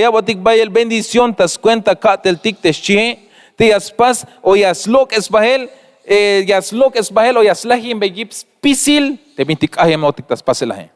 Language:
Tzeltal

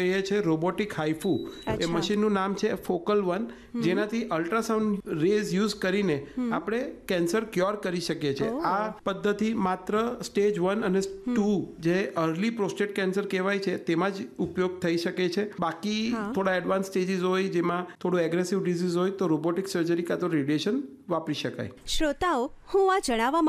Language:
Gujarati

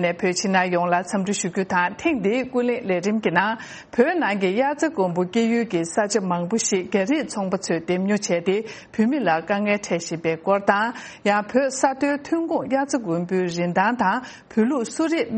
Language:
Tibetan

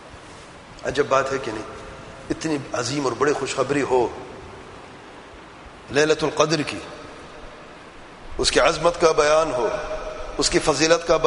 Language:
Urdu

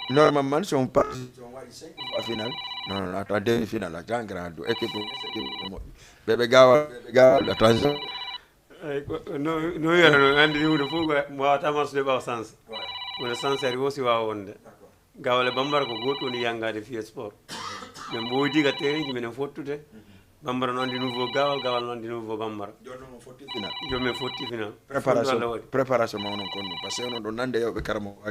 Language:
Fula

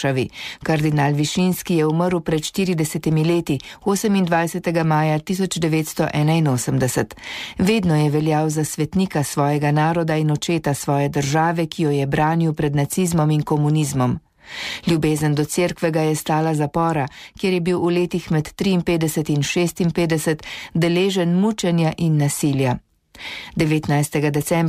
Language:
Slovenian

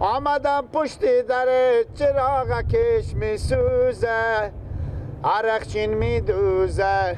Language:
Persian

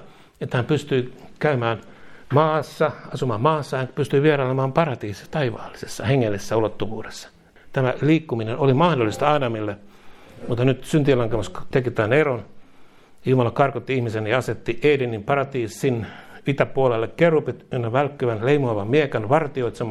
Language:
Finnish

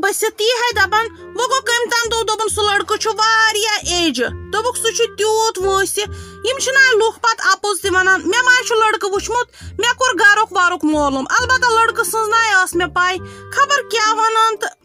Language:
Kashmiri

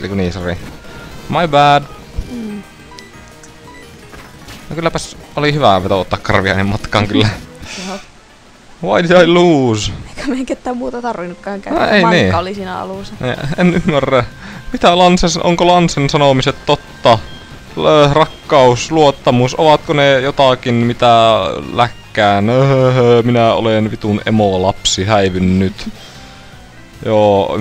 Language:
Finnish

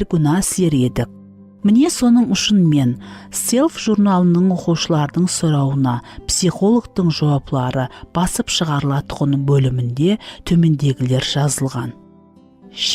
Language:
Kara-Kalpak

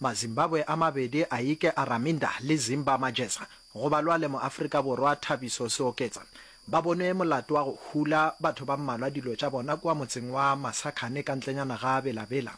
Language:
Northern Sotho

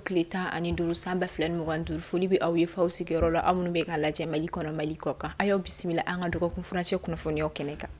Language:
Bambara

